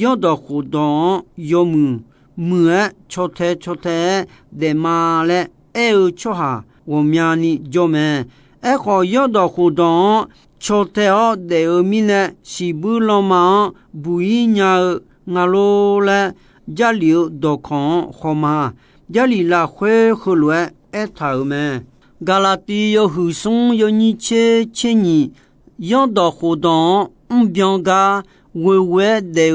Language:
Akha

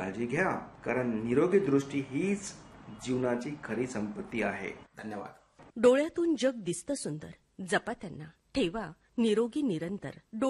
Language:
Marathi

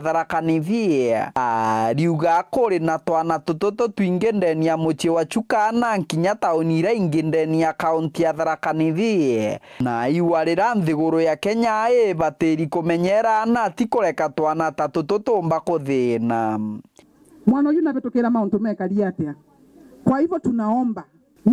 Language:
Meru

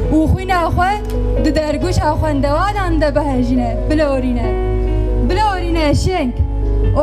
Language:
Kurdish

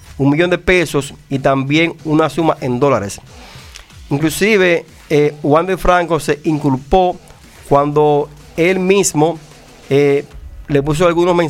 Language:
Spanish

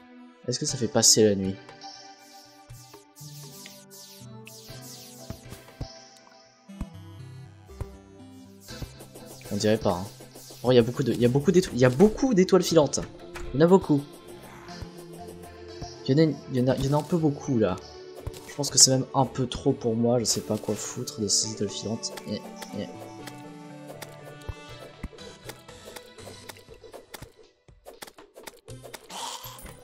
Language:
French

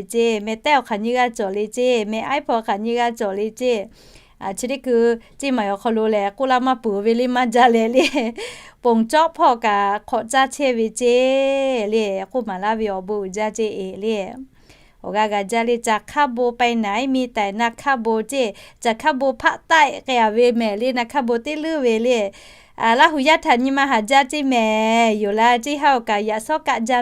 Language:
Lahu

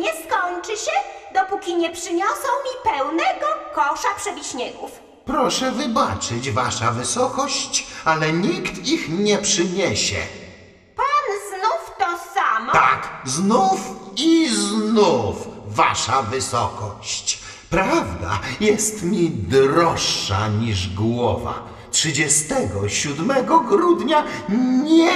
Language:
Polish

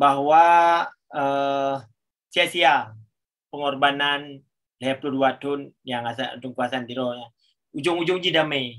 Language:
Achinese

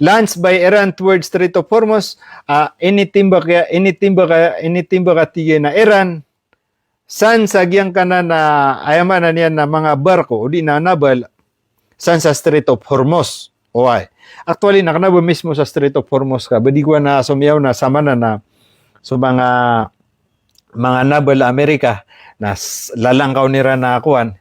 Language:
Maranao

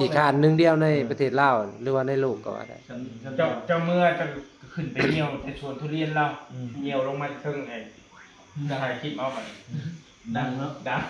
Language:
Northeastern Thai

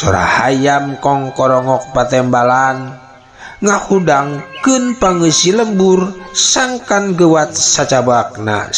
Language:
Sundanese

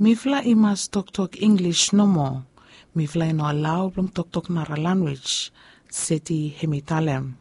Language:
Bislama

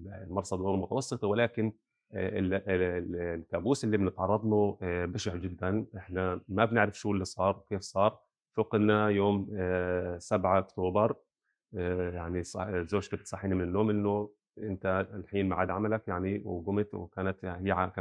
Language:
North Levantine Arabic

